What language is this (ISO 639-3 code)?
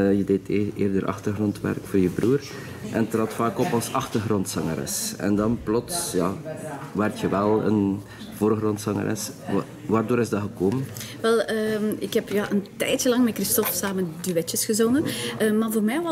nld